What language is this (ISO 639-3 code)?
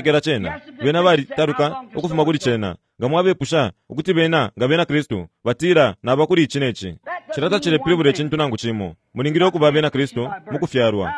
bem